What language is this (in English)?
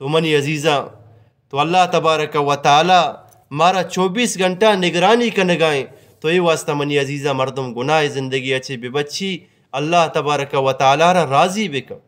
Eastern Balochi